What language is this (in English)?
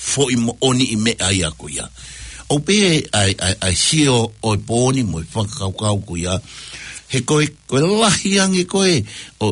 Tongan